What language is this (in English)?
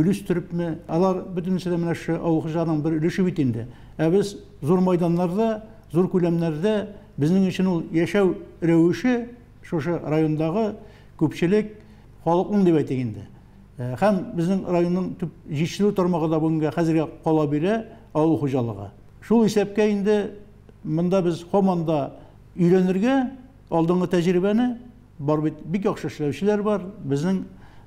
Tatar